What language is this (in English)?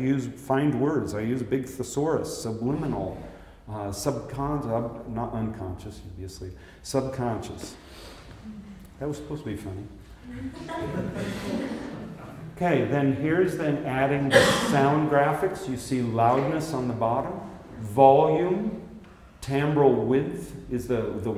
English